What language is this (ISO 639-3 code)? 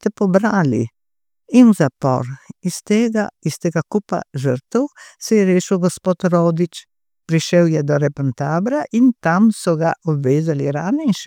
slv